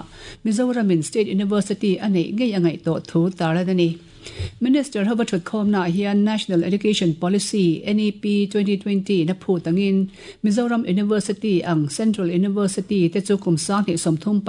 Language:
Mizo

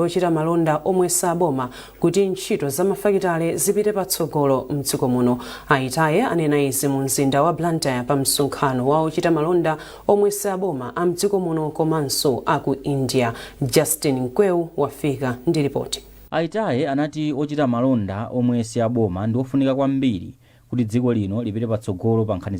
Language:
Nyanja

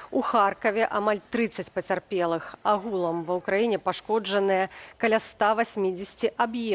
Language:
Belarusian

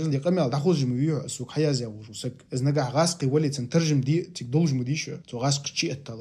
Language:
Ingush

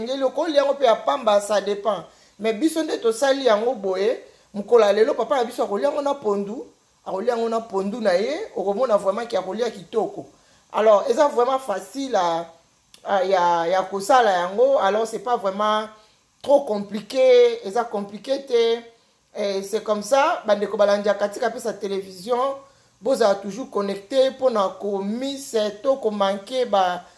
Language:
Lingala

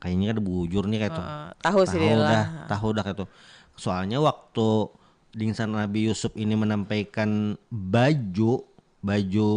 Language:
Banjar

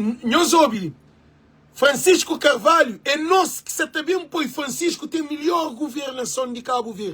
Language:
Kabuverdianu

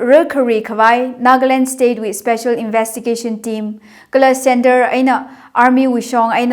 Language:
Tangkhul Naga (India)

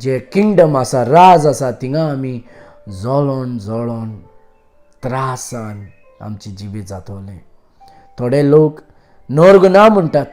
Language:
Konkani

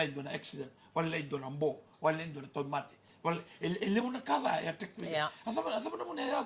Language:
Fijian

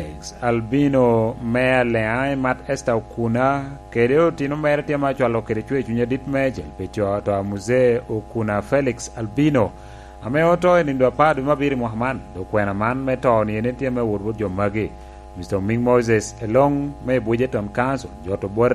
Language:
Lango (Uganda)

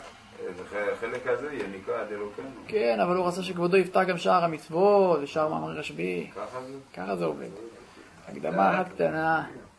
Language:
Hebrew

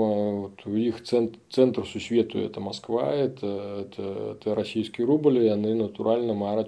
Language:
Belarusian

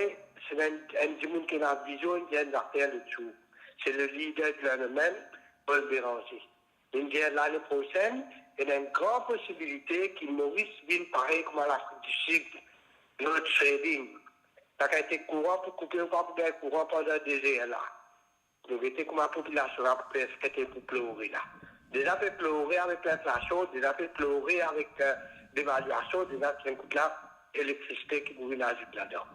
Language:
Morisyen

